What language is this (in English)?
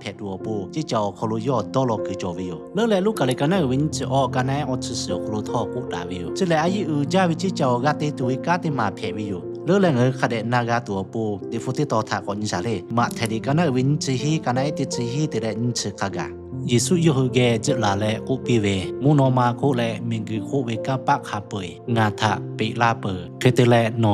Lahu